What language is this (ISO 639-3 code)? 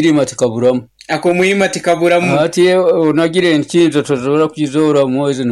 nyo